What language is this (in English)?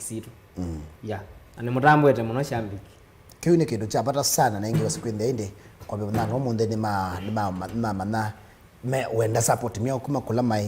Kamba